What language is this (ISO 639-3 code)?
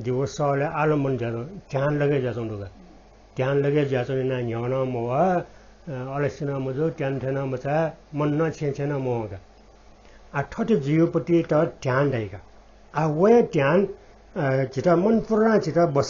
new